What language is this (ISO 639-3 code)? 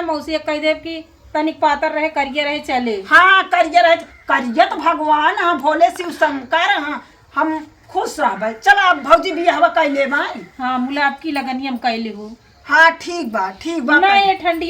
awa